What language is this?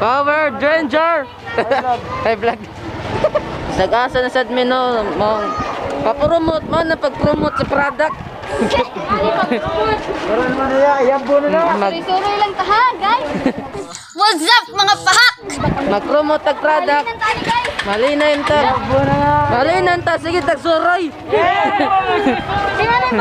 Cebuano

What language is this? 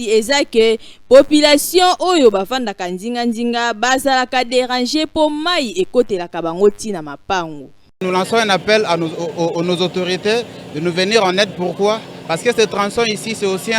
Lingala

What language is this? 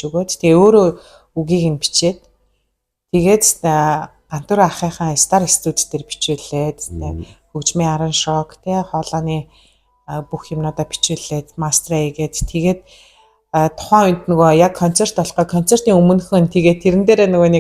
Mongolian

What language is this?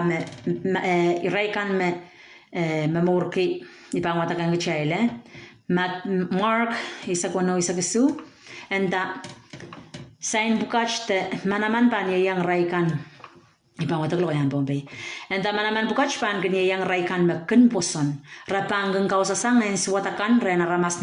Pohnpeian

